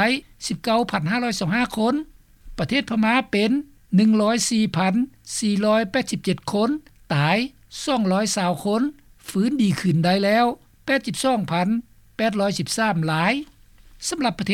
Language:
Lao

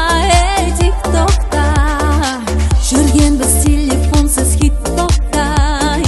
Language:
Kazakh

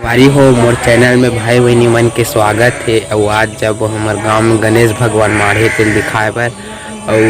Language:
Chhattisgarhi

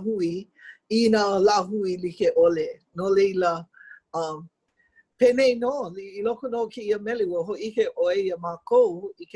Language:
Hawaiian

